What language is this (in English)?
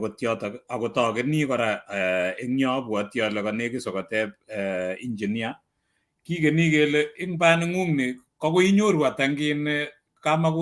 Kalenjin